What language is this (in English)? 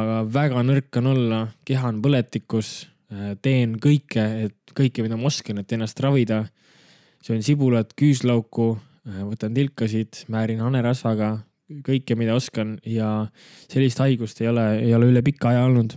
Estonian